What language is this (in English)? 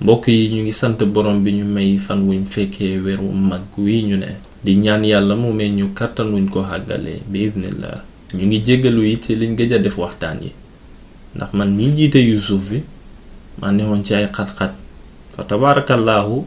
Wolof